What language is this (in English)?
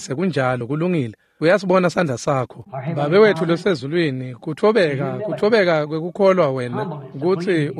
Swati